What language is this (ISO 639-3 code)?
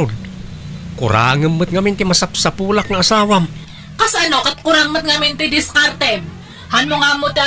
ilo